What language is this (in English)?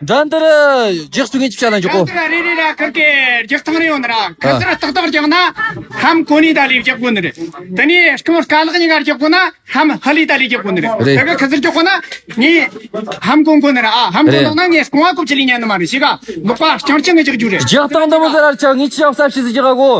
Tibetan